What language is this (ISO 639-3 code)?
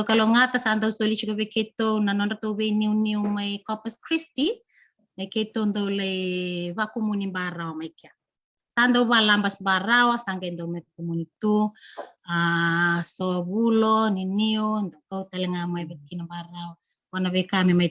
fij